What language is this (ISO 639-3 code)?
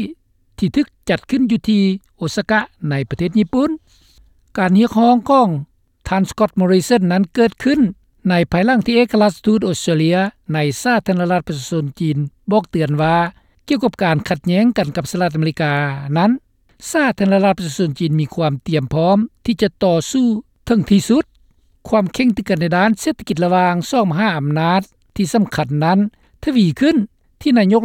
lao